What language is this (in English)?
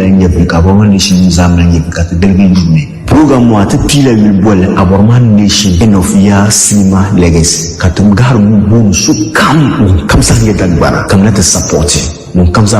Dagbani